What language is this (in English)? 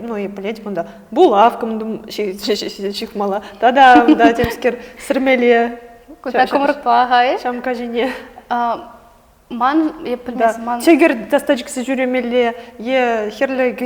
Chuvash